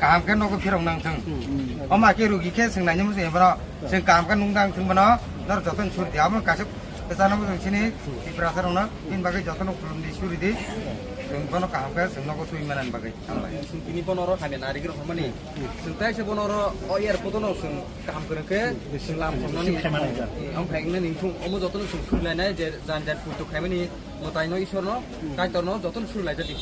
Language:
Kok Borok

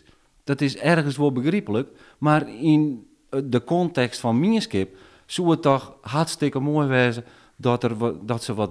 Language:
Western Frisian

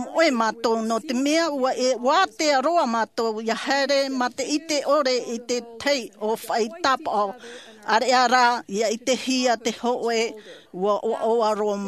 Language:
Tahitian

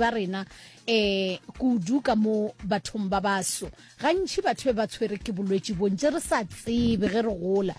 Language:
Northern Sotho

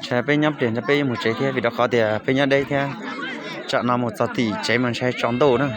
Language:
Hmong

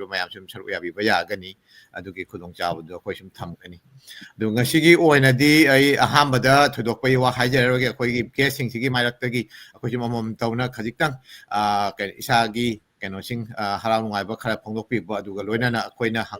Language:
Manipuri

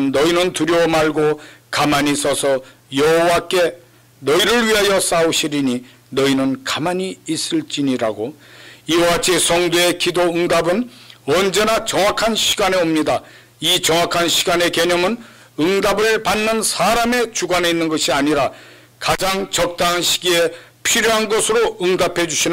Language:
Korean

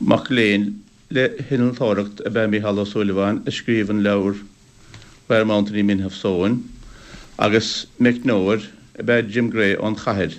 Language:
Irish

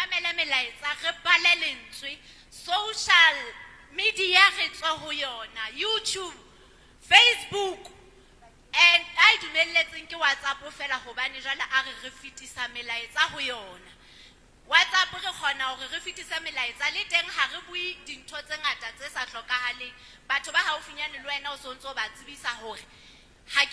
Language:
Southern Sotho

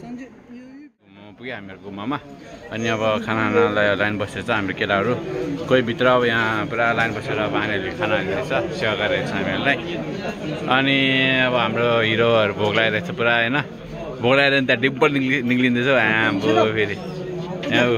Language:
Nepali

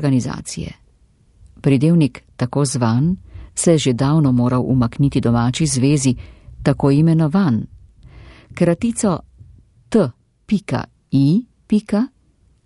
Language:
Slovenian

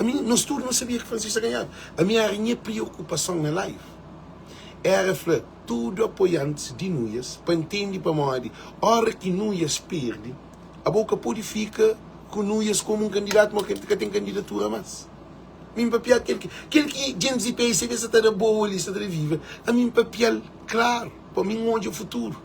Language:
Kabuverdianu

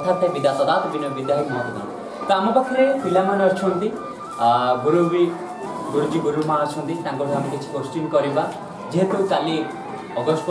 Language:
Odia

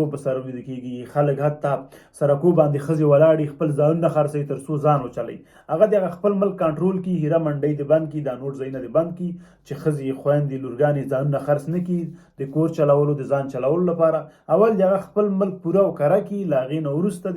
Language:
Pashto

